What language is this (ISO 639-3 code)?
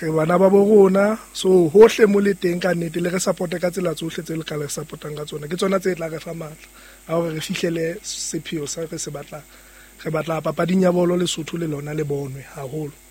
sot